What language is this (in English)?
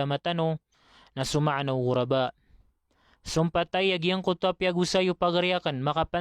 Maranao